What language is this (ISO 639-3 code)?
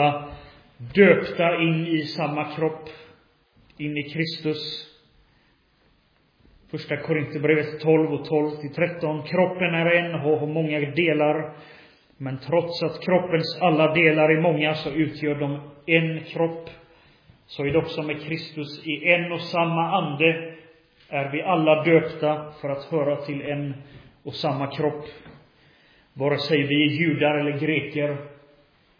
swe